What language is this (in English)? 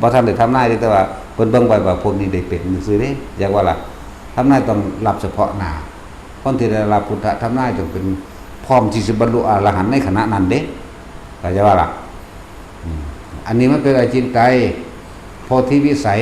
Northeastern Thai